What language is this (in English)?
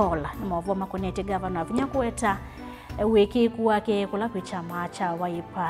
Kamba